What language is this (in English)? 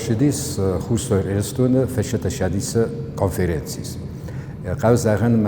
Ossetic